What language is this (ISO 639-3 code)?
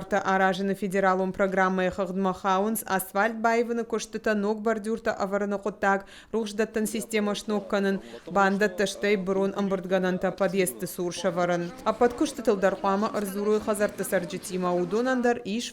oss